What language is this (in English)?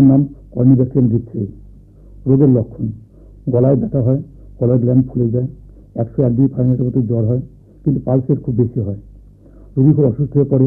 Bangla